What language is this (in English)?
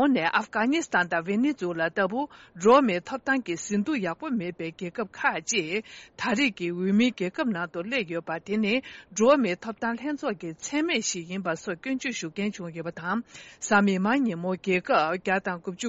Tibetan